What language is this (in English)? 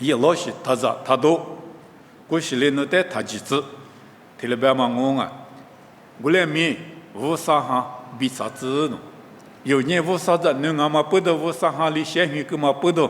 Lisu